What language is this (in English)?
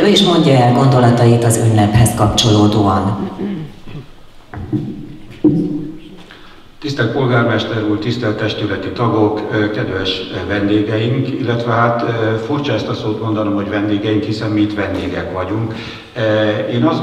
Hungarian